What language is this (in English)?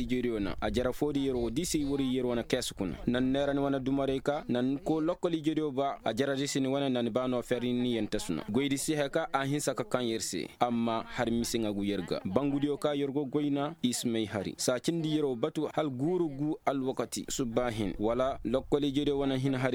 Koyraboro Senni